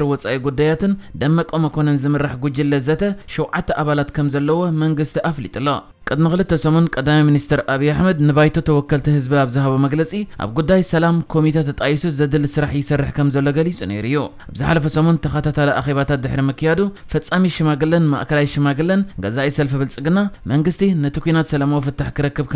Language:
Tigrinya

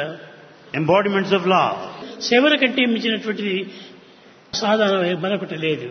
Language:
Telugu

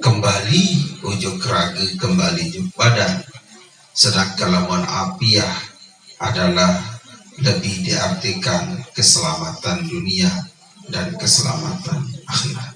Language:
Sasak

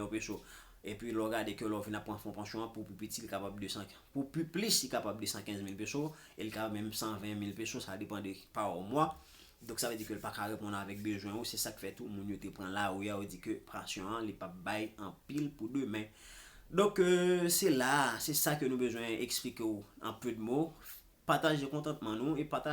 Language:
Haitian Creole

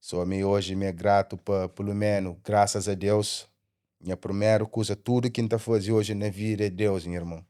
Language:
Kabuverdianu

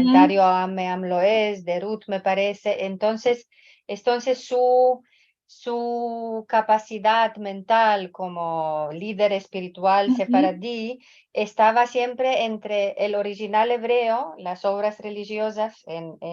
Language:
Ladino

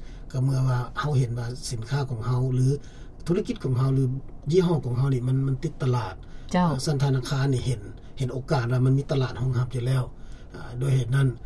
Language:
Lao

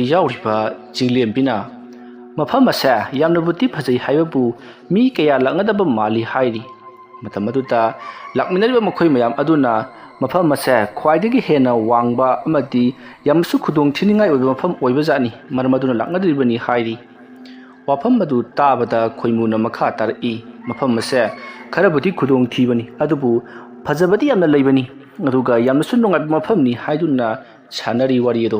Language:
Manipuri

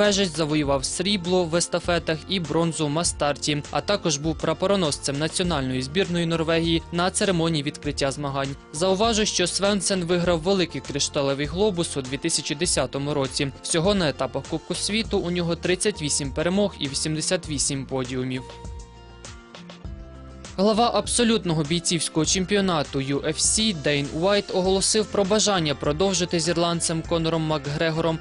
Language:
Ukrainian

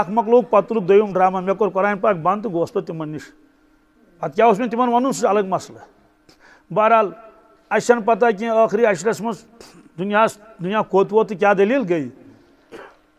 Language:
Kashmiri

